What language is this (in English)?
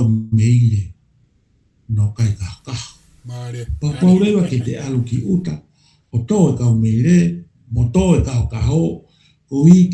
Tongan